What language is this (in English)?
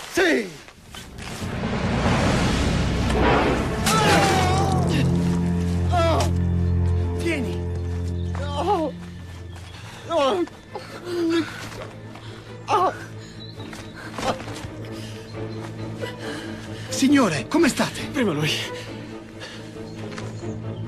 Italian